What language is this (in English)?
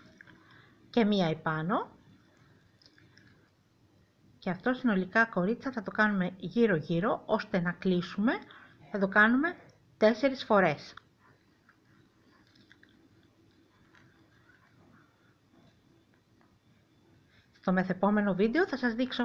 Greek